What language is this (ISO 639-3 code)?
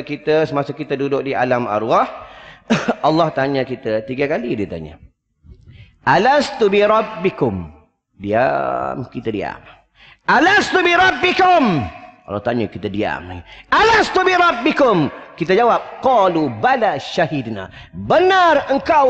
msa